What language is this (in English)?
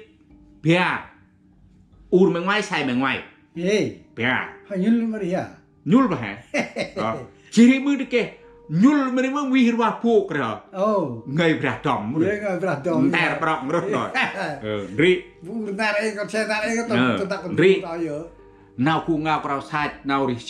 Central Mnong